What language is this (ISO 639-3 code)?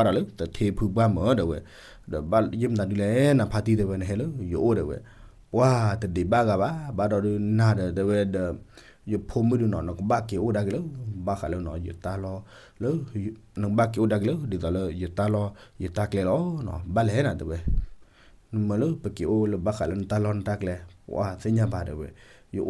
ksw